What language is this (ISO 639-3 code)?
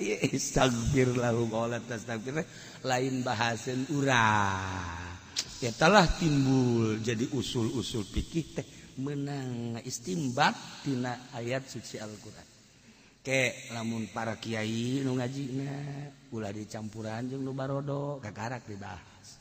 sun